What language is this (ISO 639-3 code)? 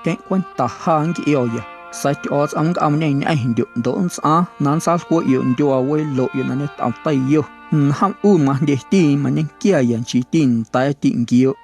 amu